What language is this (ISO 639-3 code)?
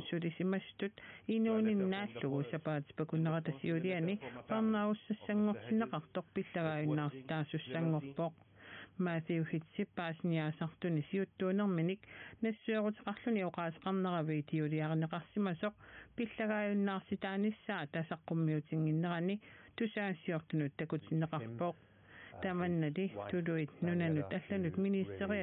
kal